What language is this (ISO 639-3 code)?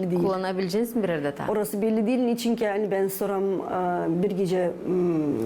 gag